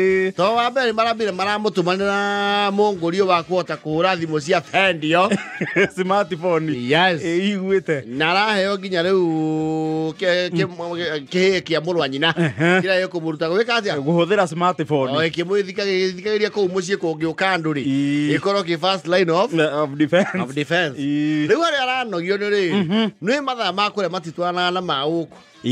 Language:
Kikuyu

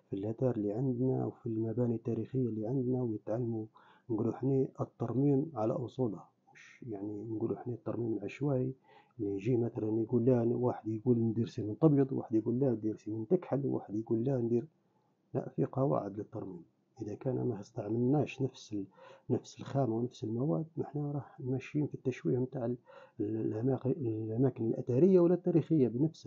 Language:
Libyan Arabic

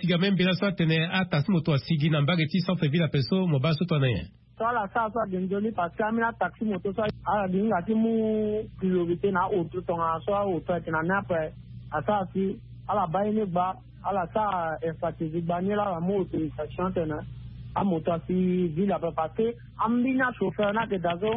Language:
Sango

